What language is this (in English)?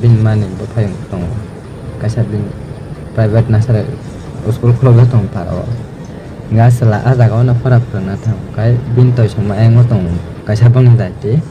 Kok Borok